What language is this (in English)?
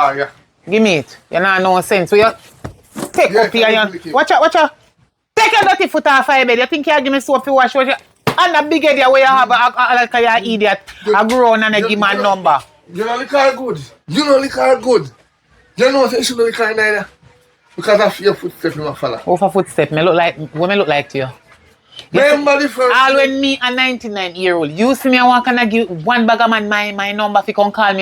Jamaican Creole English